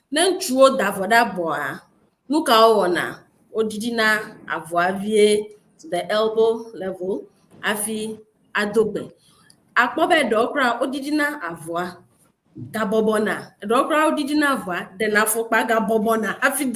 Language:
Ewe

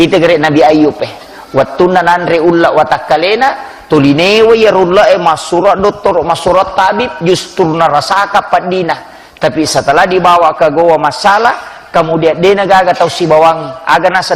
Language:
Buginese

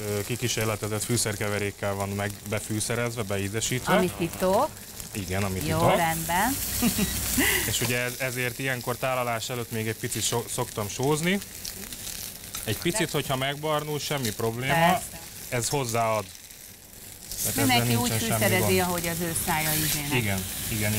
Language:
Hungarian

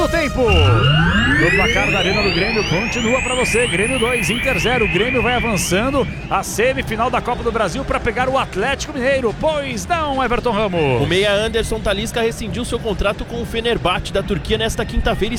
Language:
Portuguese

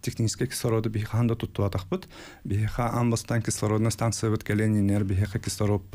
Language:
Yakut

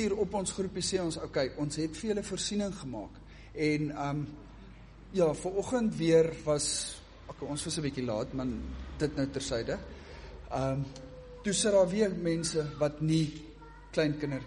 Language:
Afrikaans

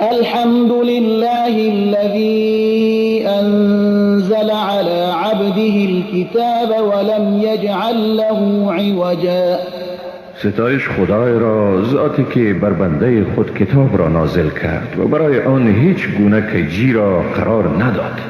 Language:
Persian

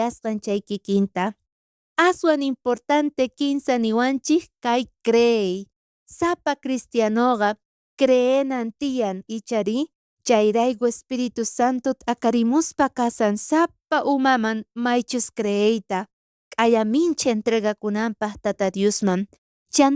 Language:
South Bolivian Quechua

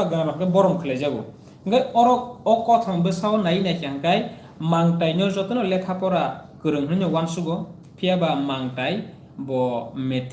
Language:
Kok Borok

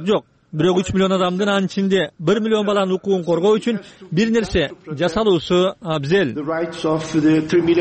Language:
Kyrgyz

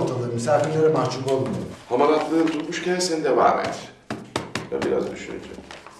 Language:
Turkish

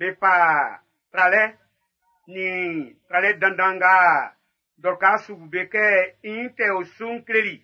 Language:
Baoulé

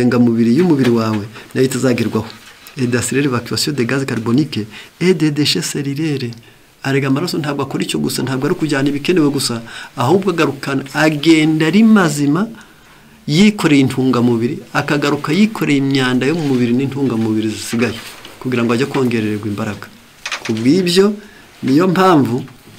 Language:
Kinyarwanda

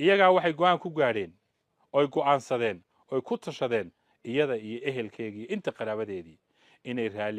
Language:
Somali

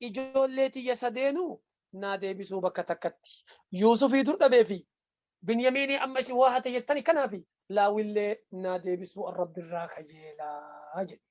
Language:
Oromo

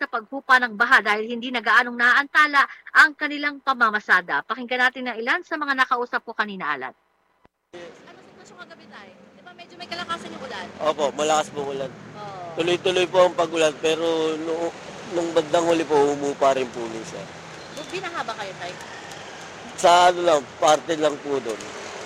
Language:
Filipino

